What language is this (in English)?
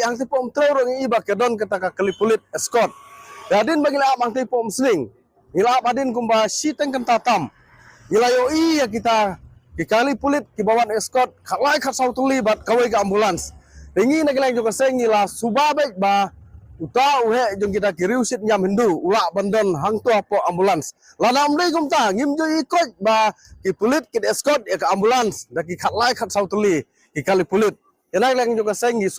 Khasi